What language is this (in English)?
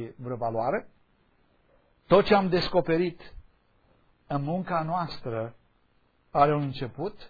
Romanian